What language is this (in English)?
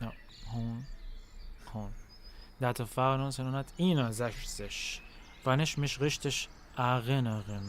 North Levantine Arabic